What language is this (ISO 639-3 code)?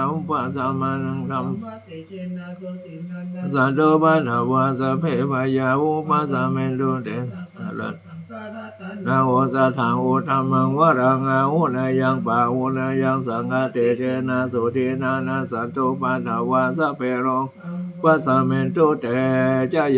pli